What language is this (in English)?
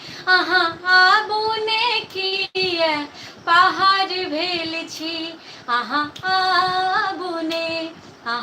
Maithili